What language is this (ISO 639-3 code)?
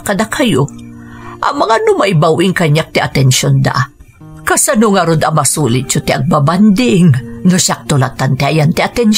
ilo